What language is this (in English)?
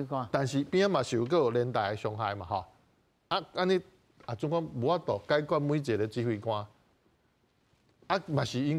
Min Nan Chinese